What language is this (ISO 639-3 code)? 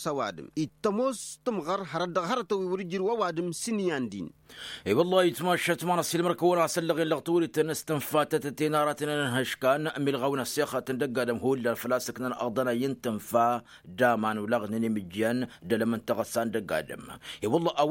taq